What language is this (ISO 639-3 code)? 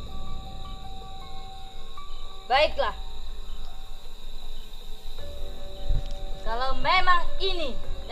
ind